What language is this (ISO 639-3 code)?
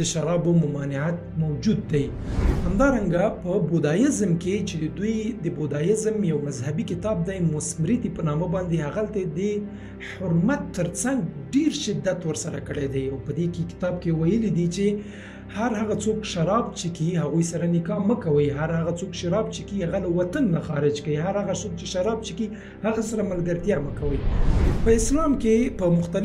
pus